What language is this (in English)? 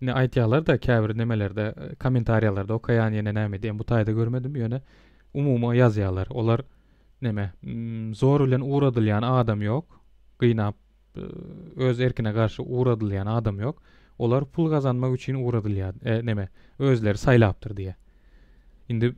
Turkmen